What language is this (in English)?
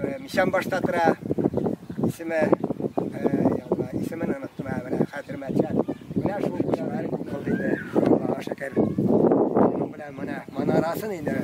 Tatar